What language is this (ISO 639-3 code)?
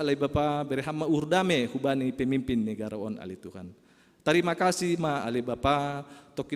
bts